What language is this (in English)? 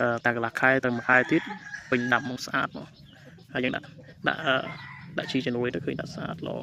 Khmer